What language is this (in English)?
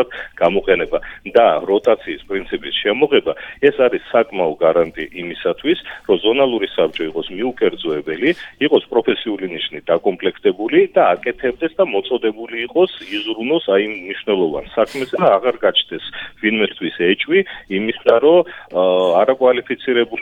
Georgian